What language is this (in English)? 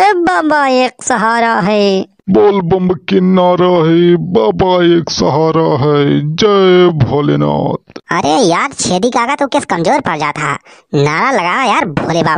Awadhi